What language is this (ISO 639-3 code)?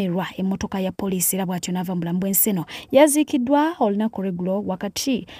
lug